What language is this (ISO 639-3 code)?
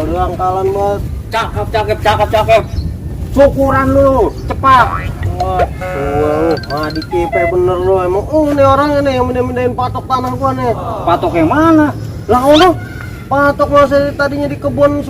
bew